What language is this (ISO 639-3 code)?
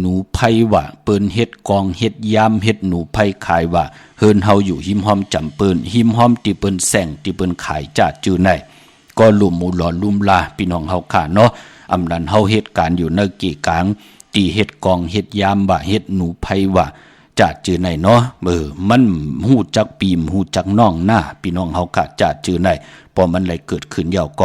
shn